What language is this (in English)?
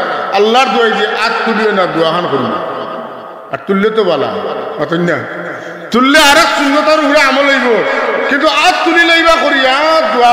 Sylheti